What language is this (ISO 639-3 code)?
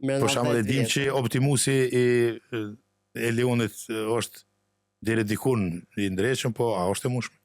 sqi